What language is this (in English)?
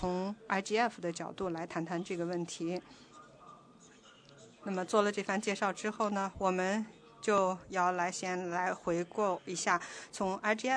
Chinese